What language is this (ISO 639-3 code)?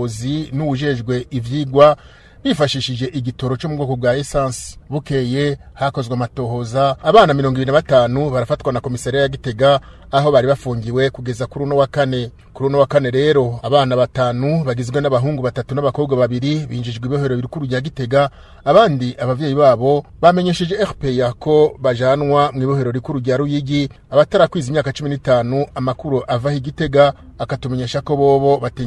run